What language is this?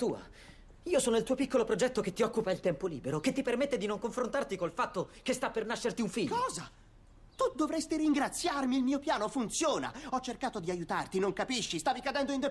Italian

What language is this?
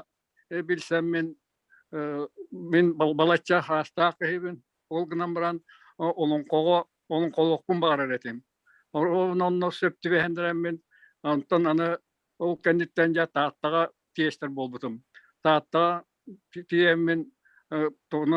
Yakut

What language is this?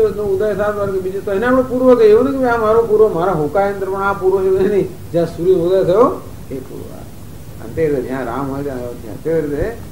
Gujarati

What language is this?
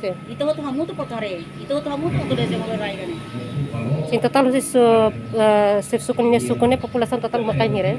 Tetum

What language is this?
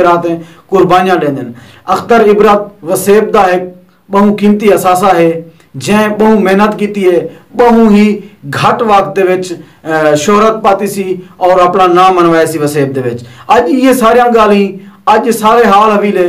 Saraiki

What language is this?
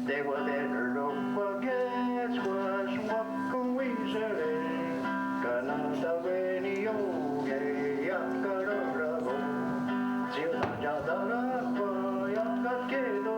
Mohawk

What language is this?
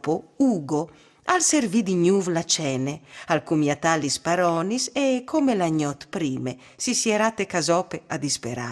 Friulian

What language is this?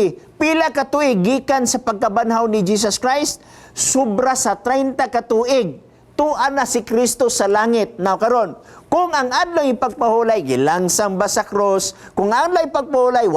Cebuano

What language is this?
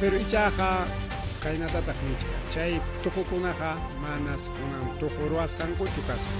Ayacucho Quechua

